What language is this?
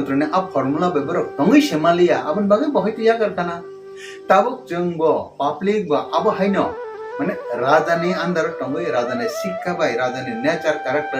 Kok Borok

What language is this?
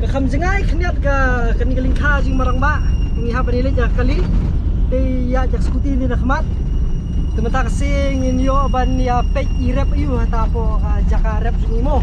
Khasi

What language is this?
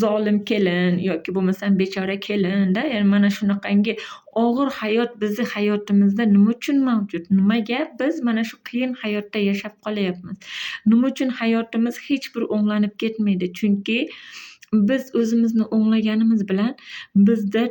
Uzbek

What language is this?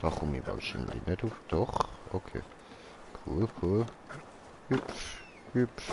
Swiss German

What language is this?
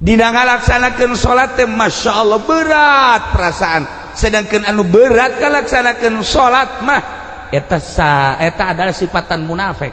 Sundanese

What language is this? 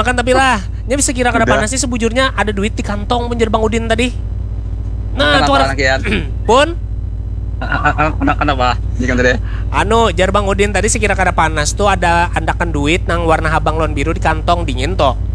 Banjar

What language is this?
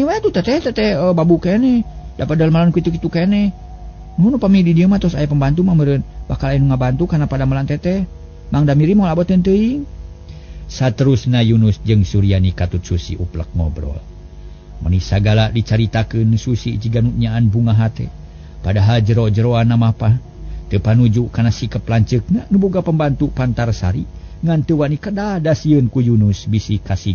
Sundanese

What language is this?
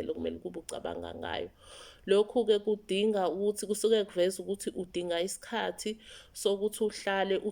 Zulu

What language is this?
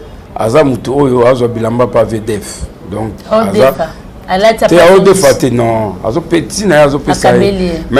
Lingala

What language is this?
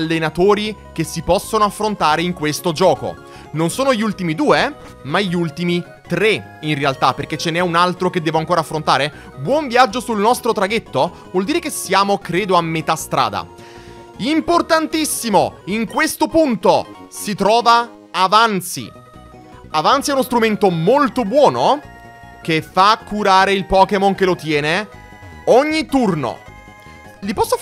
Italian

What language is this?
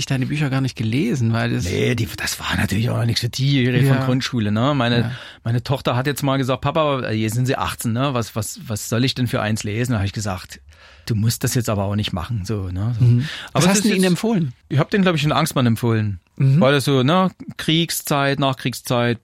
German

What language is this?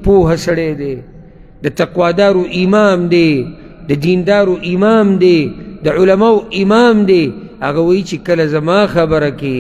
Pashto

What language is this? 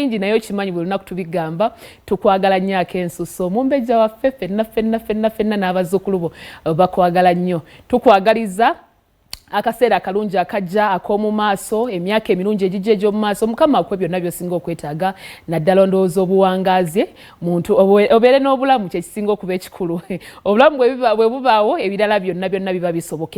Ganda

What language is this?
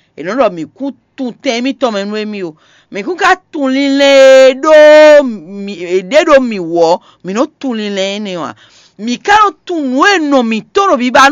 Fon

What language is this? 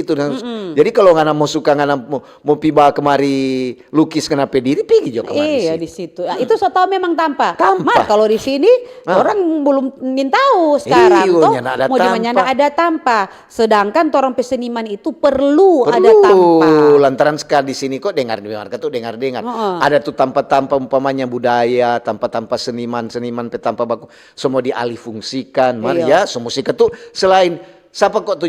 Manado Malay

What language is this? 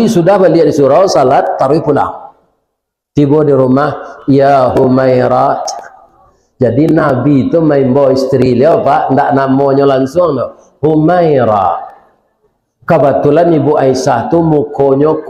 Minangkabau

